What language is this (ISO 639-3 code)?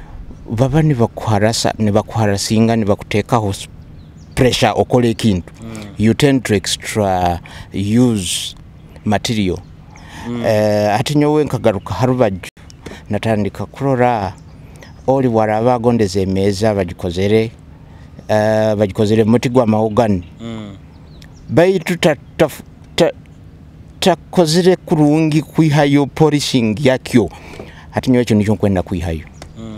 nyo